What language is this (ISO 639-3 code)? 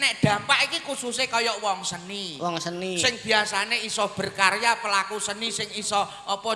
jav